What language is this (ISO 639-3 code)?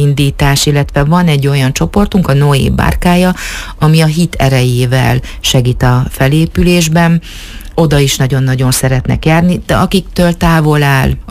hun